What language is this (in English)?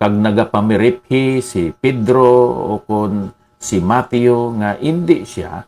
Hiligaynon